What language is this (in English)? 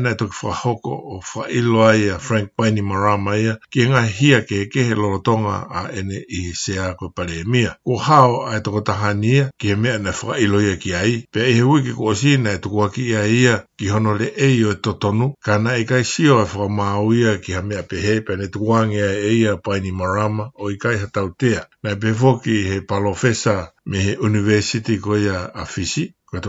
Tongan